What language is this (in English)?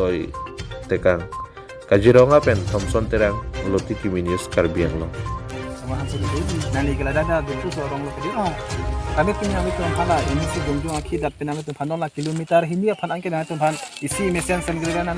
Karbi